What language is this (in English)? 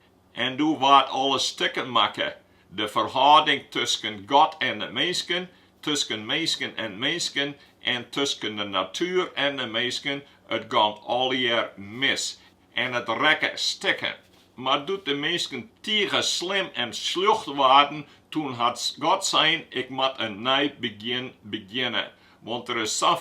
Western Frisian